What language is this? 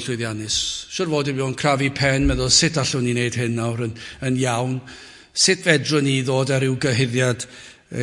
Welsh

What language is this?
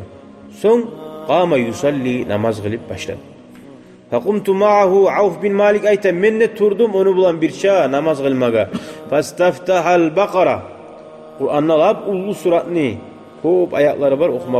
Kumyk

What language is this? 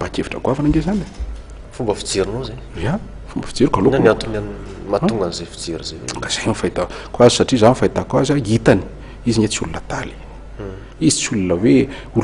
Malagasy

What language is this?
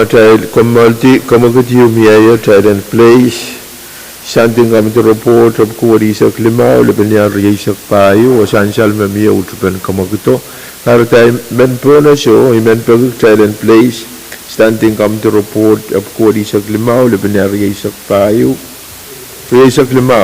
Pohnpeian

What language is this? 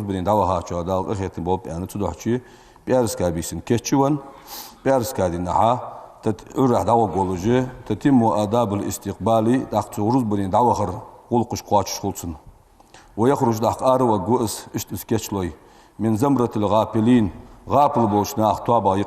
Ingush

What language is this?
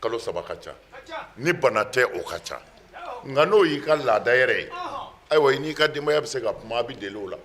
Bambara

